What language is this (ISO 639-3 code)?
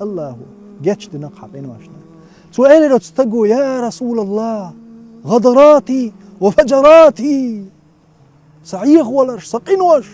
che